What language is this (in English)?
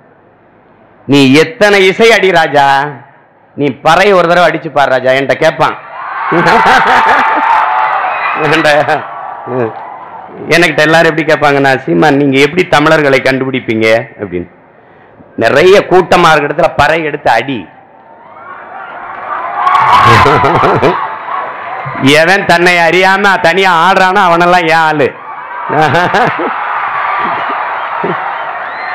Tamil